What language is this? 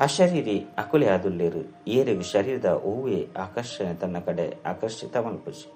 Tulu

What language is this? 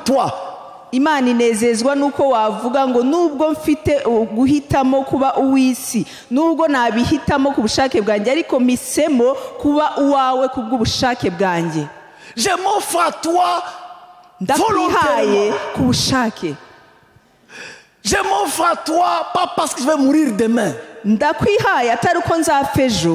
Kinyarwanda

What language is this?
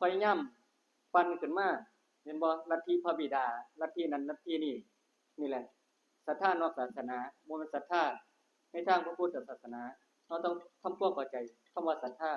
Northeastern Thai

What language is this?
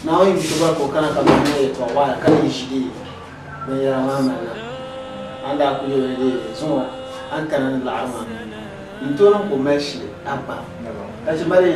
Dagbani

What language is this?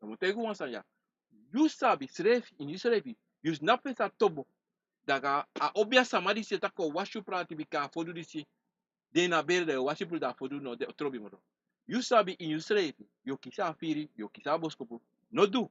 Sranan Tongo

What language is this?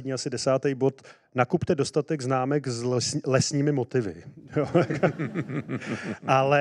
Czech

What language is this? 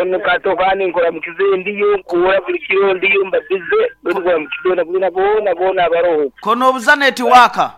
Nyoro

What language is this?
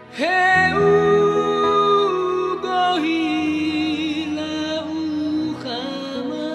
Nias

